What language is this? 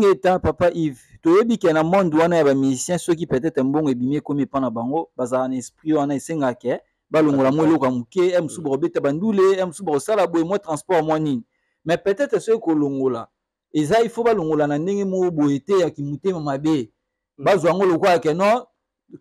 Lingala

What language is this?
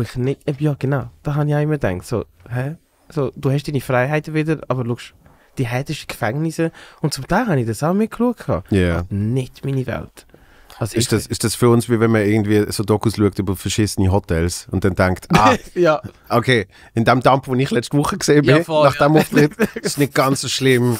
Swiss German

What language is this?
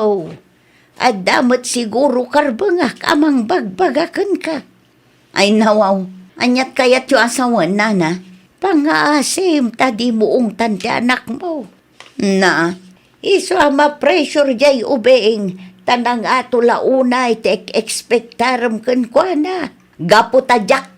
Iloko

